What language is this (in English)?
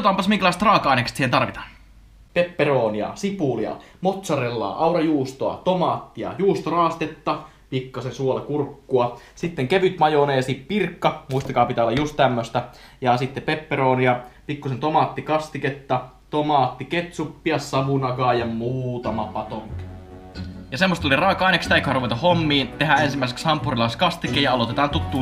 Finnish